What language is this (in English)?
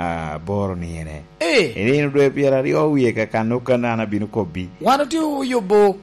Lango (Uganda)